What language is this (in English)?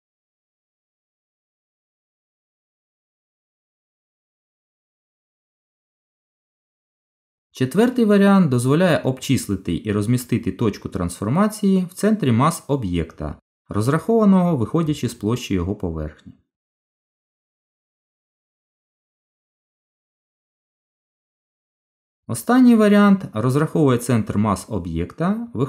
Ukrainian